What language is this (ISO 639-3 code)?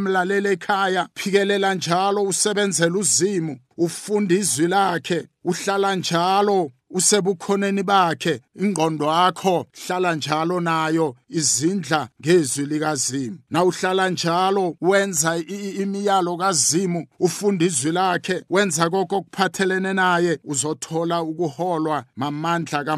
nbl